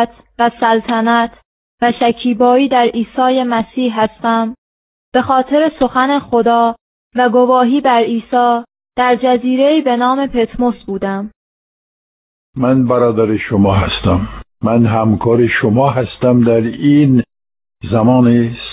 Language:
Persian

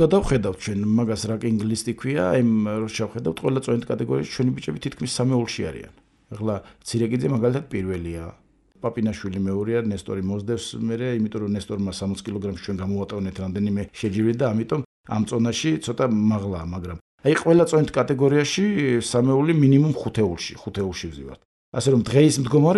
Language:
Georgian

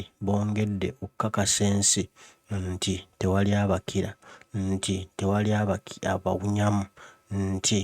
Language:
Ganda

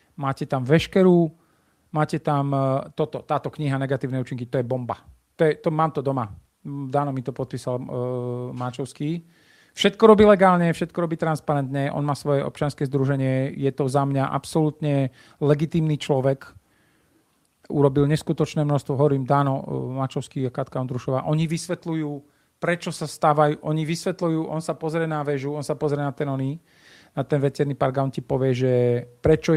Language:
Slovak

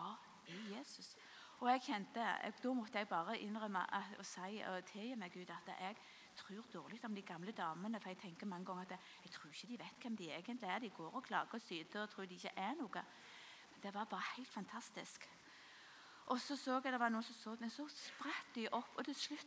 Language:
Norwegian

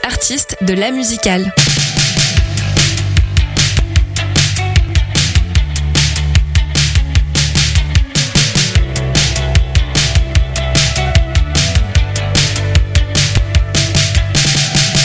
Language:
French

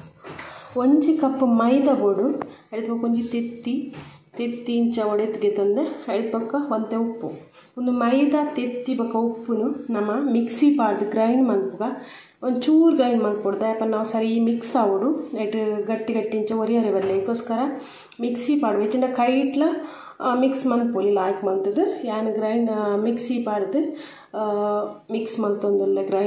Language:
Tulu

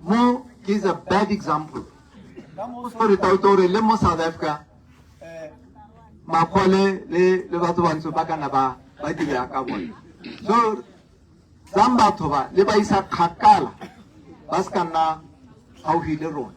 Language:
Tswana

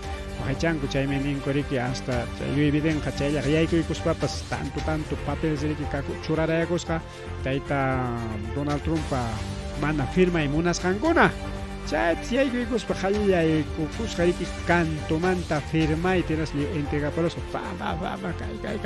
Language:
Ayacucho Quechua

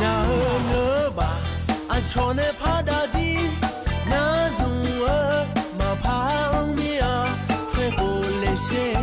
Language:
Akha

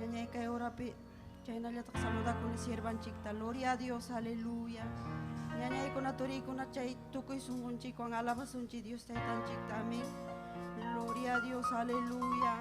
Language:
Ayacucho Quechua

